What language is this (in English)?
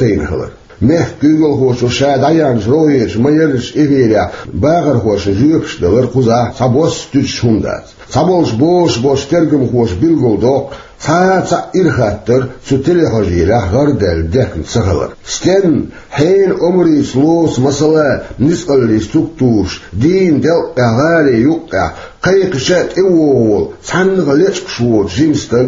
Chechen